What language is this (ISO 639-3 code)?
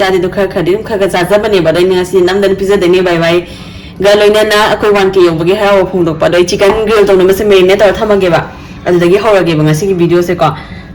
mni